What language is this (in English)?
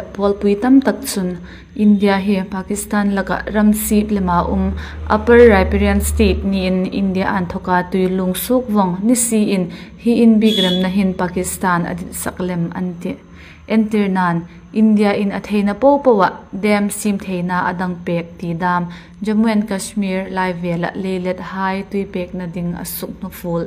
Hmar